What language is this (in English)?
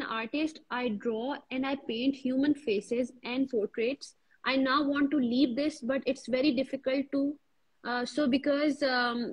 Urdu